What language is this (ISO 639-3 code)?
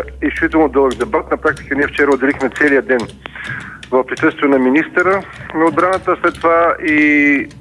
bul